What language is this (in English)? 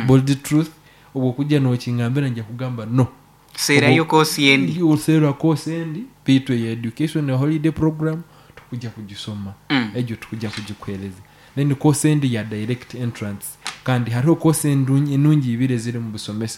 Nyankole